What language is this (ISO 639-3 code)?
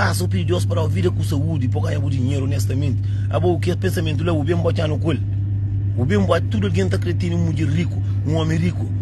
kea